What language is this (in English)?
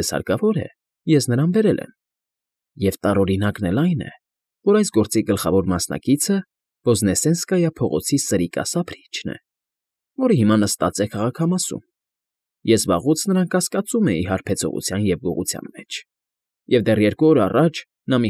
Armenian